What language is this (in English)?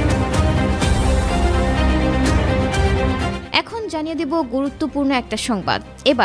Bangla